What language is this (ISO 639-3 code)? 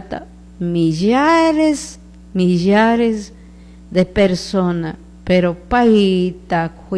qug